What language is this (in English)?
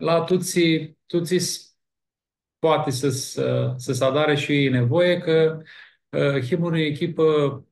Aromanian